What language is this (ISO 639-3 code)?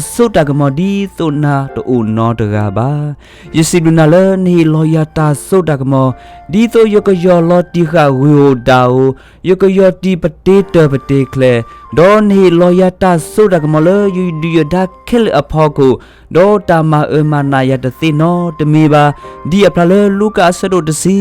ksw